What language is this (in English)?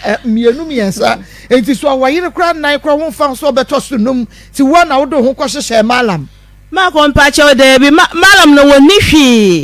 Akan